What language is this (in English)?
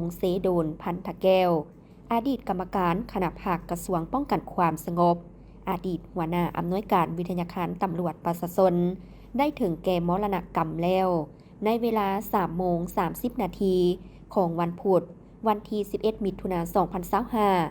Lao